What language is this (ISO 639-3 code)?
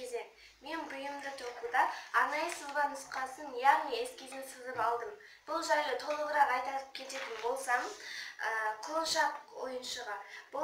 kaz